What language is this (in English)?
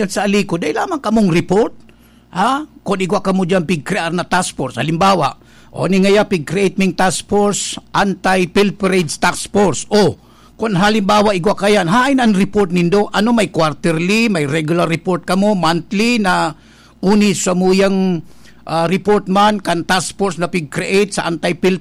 Bikol